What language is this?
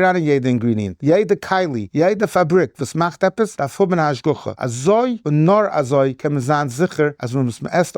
Yiddish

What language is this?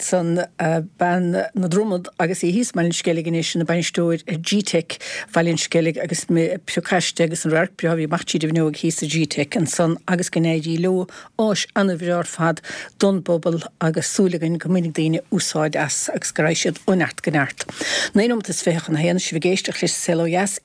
Irish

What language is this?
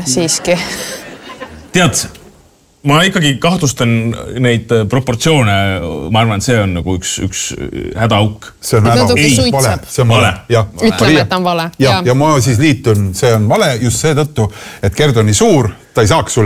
Estonian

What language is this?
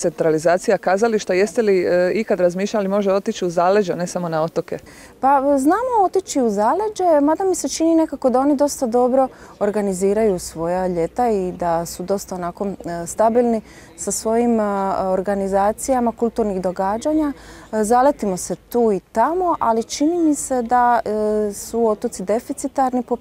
Croatian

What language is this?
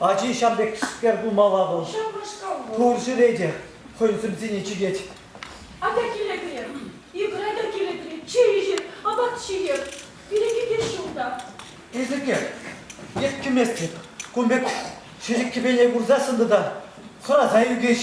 Chuvash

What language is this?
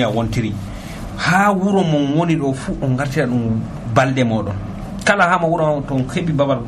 Nigerian Fulfulde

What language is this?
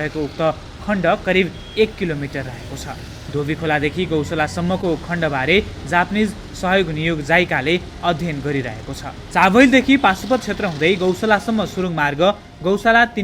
Nepali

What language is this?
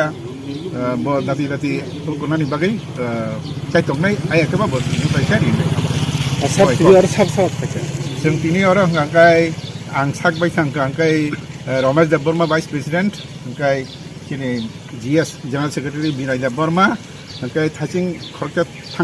Kok Borok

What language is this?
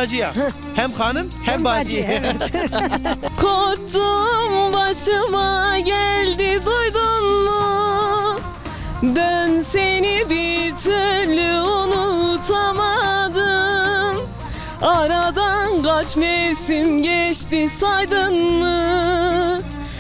Zaza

